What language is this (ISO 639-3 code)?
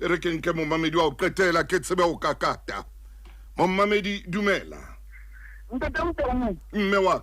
sot